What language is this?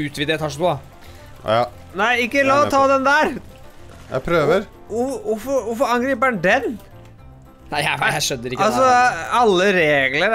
Norwegian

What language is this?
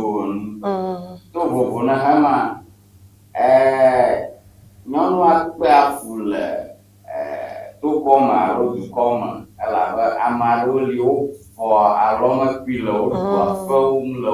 Ewe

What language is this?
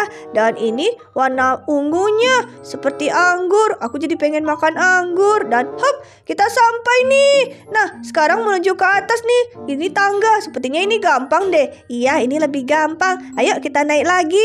Indonesian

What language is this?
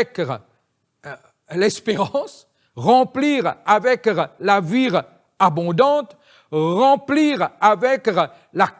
Morisyen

